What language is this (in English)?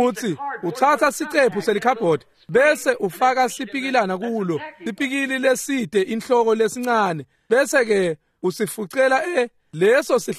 Swati